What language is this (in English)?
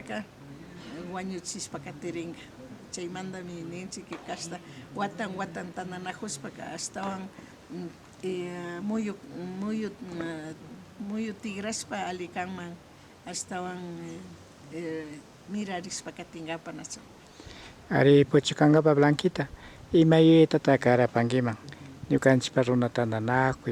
Imbabura Highland Quichua